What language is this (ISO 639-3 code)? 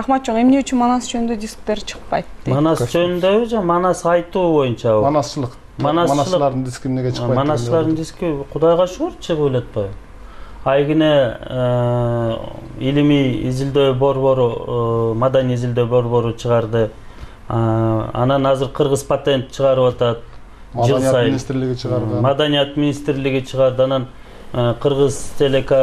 kir